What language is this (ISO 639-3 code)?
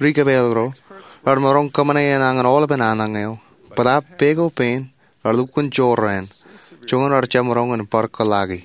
mah